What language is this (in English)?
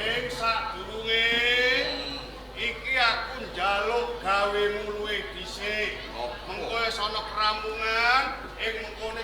Javanese